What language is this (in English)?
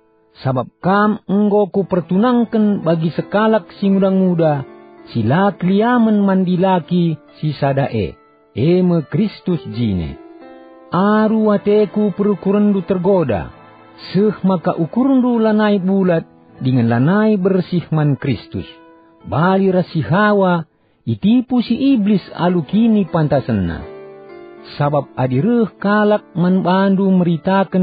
Batak Karo